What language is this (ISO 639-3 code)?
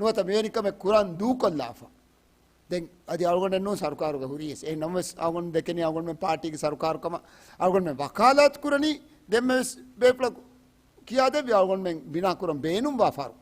div